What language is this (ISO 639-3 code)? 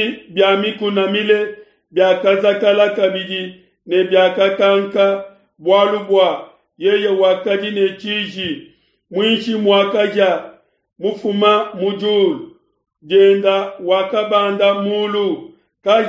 lua